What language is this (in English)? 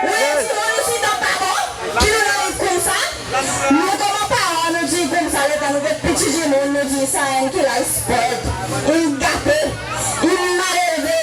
Seselwa Creole French